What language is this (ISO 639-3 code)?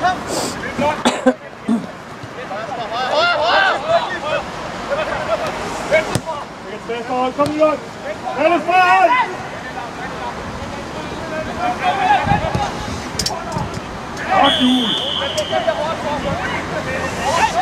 dan